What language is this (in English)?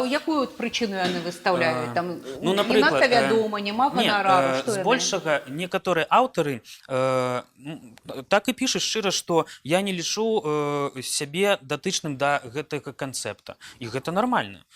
Belarusian